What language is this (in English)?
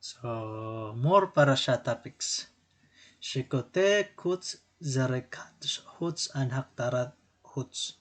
Waray